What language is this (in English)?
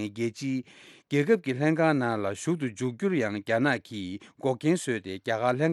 Tibetan